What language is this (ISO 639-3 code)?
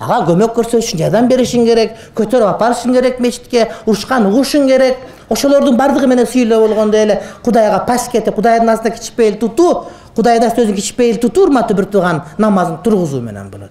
kir